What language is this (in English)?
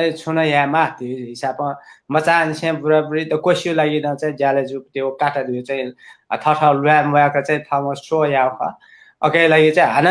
Newari